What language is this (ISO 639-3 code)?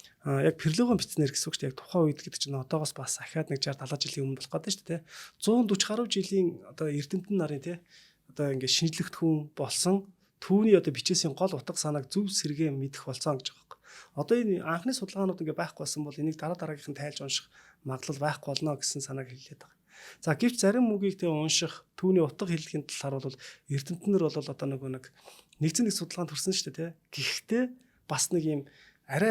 mon